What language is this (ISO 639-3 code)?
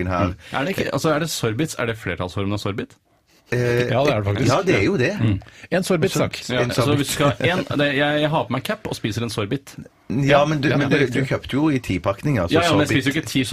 nor